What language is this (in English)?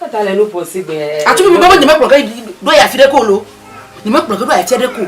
Ewe